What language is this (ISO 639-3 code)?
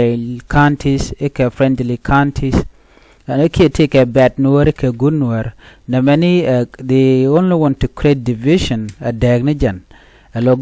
nus